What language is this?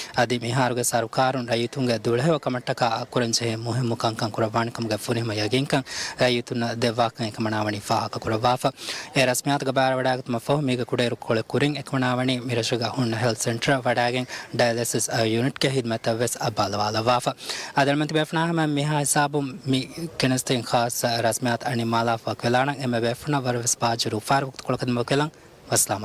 Divehi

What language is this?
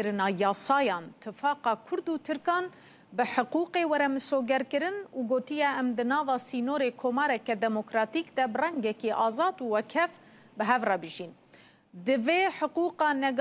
Kurdish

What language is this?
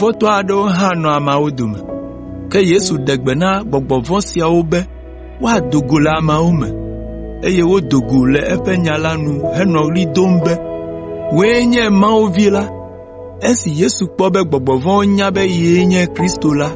Ewe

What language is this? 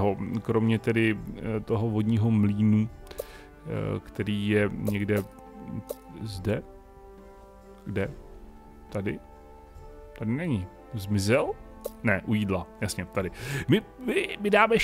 Czech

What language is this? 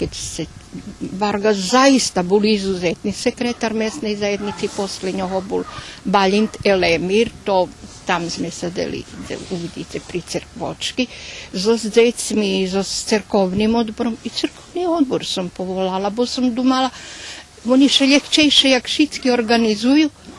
Rusyn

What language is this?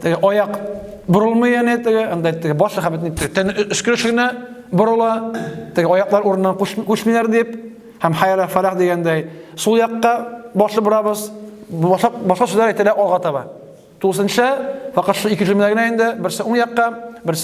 Tatar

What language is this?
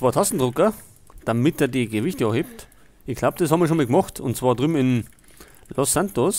Bavarian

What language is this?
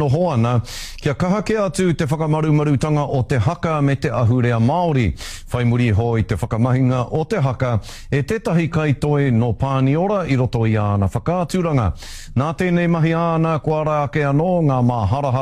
Māori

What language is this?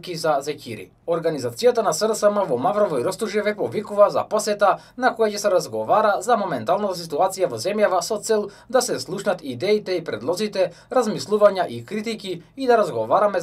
Macedonian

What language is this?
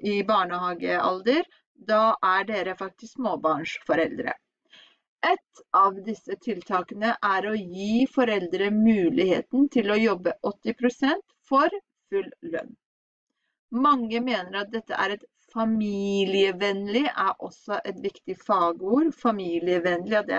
Norwegian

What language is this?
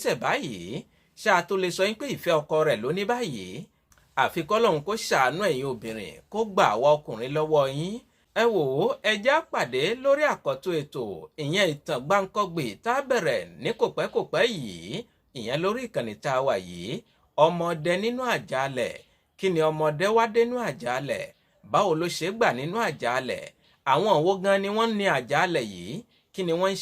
Yoruba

